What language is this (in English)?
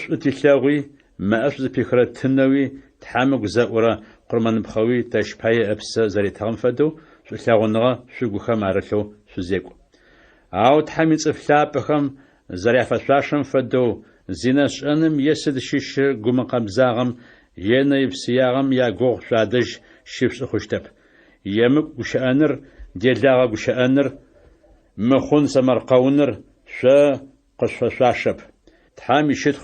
Adyghe